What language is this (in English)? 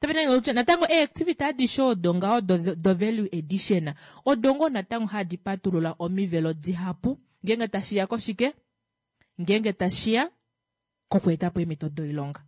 Kuanyama